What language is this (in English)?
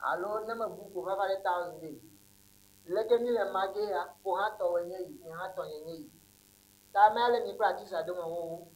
Ewe